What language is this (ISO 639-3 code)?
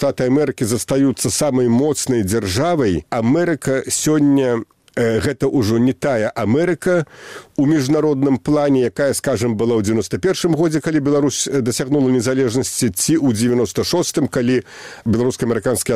bel